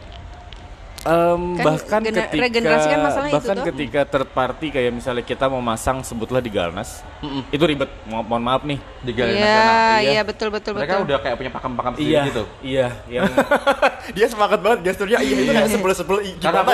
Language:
Indonesian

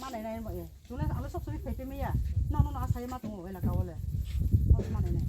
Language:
Riang (India)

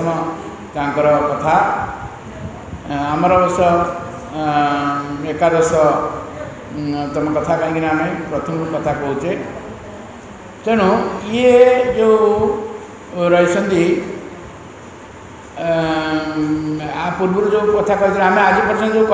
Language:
Odia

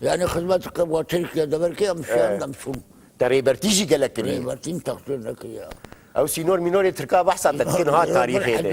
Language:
Kurdish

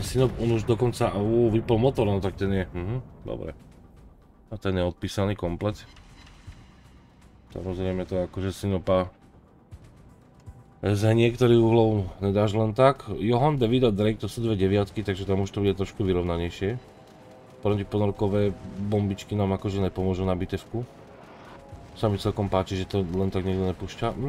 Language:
Slovak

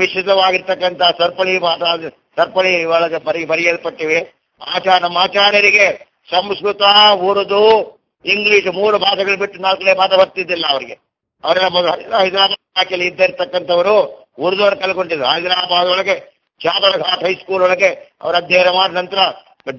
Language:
Kannada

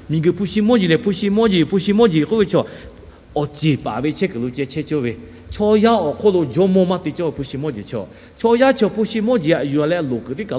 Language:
Lahu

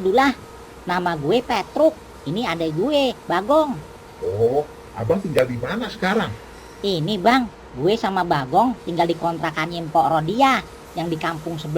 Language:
Betawi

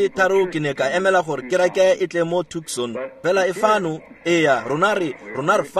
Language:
Tswana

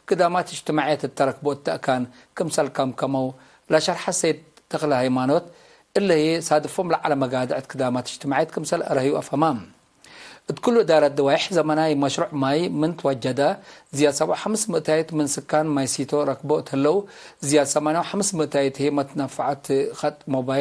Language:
Tigre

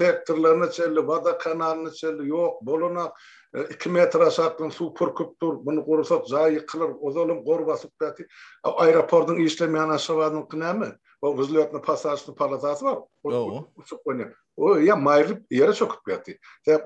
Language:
Turkmen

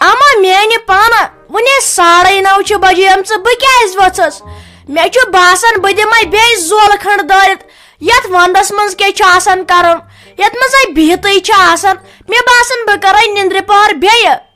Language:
Kashmiri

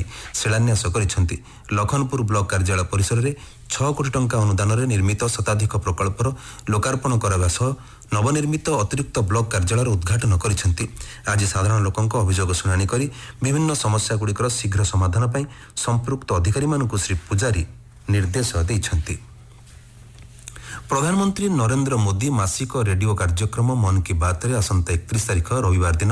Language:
Odia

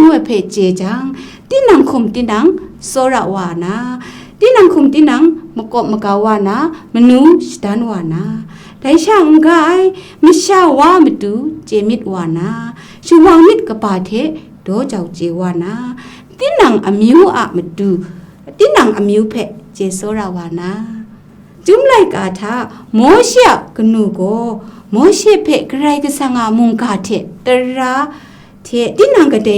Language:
Kachin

